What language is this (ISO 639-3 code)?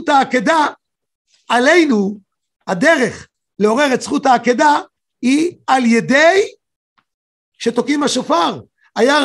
heb